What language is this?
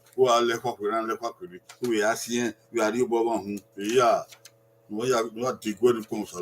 Bini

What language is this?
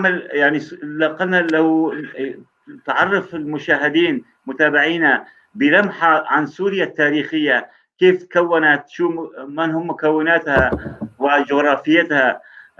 North Levantine Arabic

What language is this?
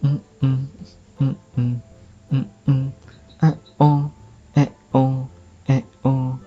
Banjar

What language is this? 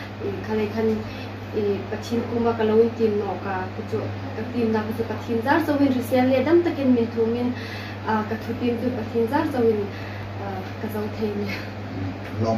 Hmar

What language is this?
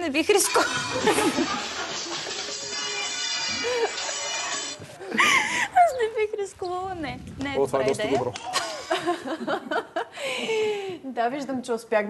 Bulgarian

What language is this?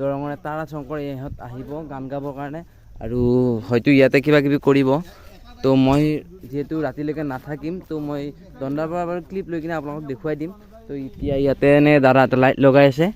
Assamese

